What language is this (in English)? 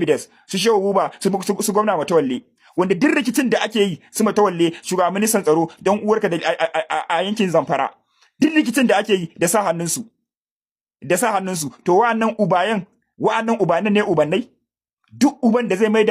Hausa